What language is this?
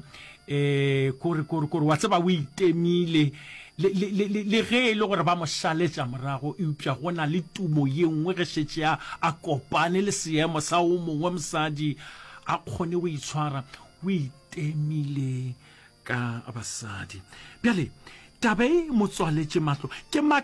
Northern Sotho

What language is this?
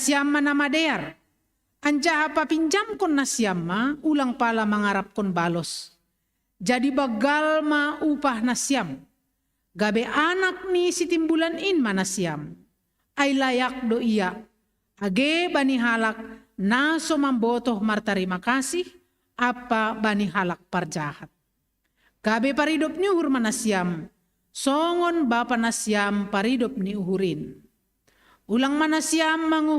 Batak Simalungun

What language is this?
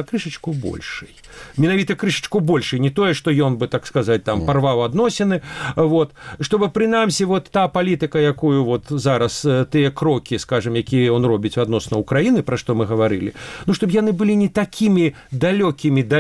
Belarusian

